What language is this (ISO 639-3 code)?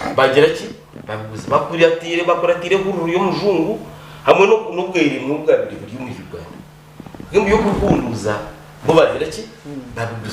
nyn